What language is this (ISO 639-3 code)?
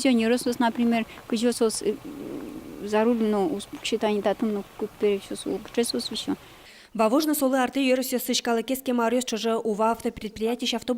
udm